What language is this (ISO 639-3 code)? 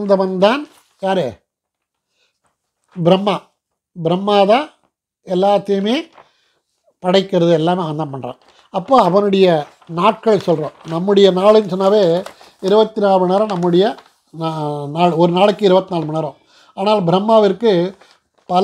tam